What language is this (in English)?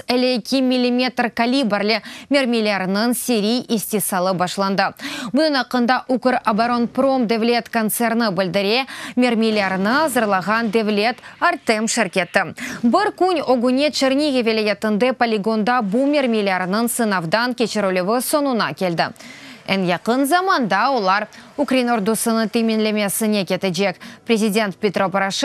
Crimean Tatar